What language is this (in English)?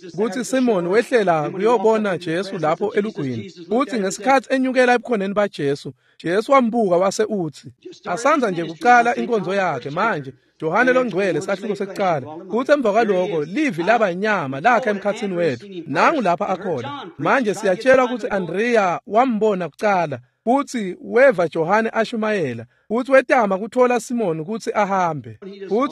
Swati